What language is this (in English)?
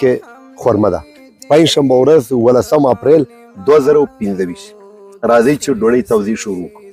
Pashto